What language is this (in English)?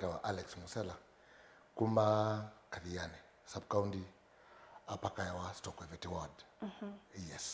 Kamba